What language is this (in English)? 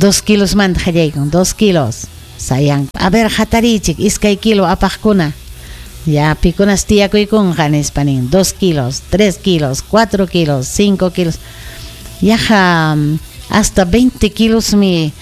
Ayacucho Quechua